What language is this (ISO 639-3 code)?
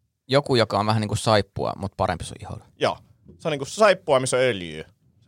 fin